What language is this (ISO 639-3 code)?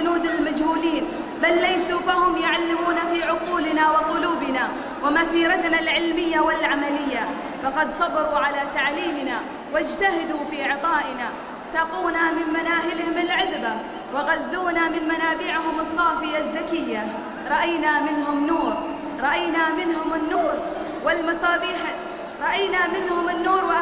ara